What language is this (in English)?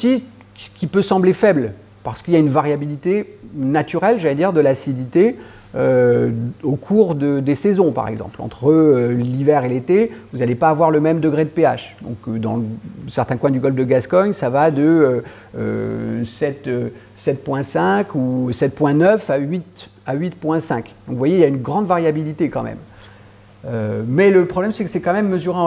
French